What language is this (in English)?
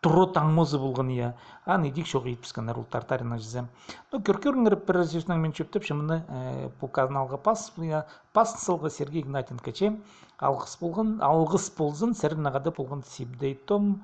Khakas